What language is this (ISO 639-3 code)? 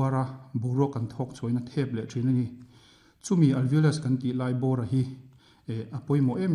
lus